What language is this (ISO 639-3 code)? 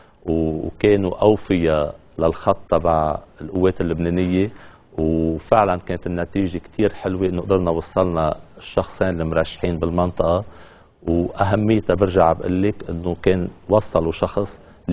apc